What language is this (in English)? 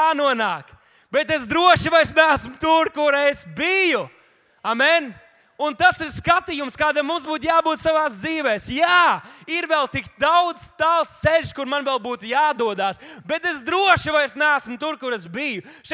Latvian